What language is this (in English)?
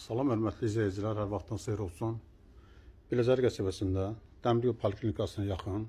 Azerbaijani